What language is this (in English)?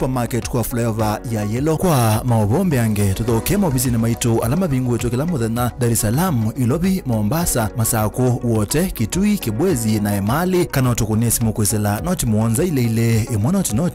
Kamba